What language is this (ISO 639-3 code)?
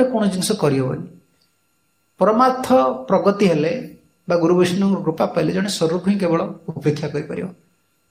ori